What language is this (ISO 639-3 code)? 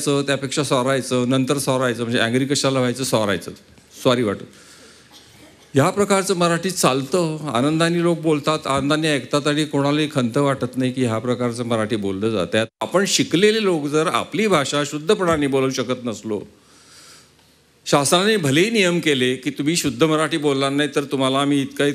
mar